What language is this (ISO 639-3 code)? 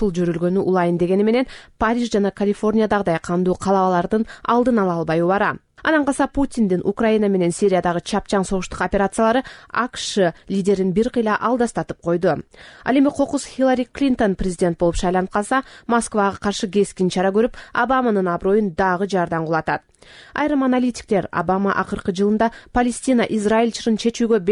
kir